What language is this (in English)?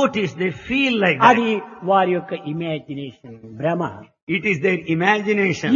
Telugu